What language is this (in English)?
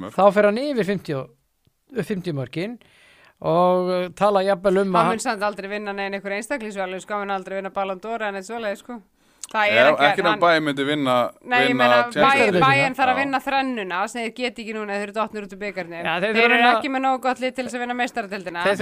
Icelandic